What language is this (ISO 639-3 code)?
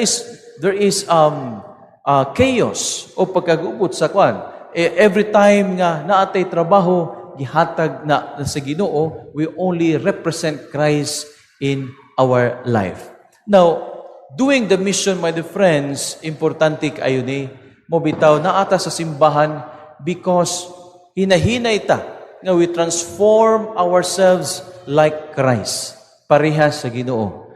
ceb